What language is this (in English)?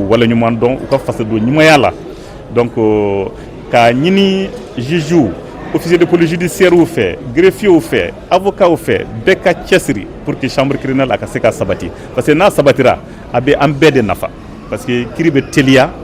Bambara